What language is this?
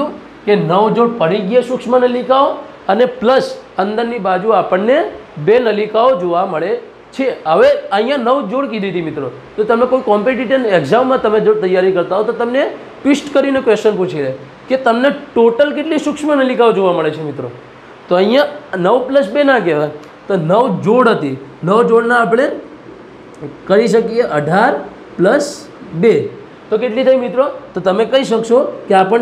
Gujarati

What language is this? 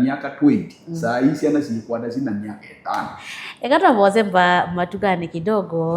Kamba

